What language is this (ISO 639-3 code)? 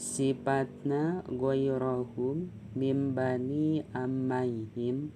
sun